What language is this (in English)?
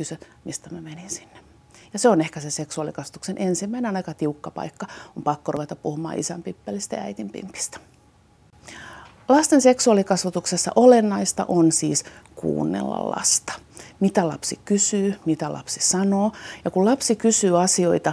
Finnish